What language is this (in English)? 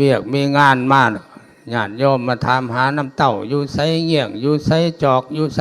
Lao